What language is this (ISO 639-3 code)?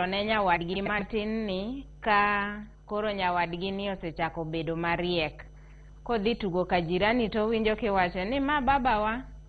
luo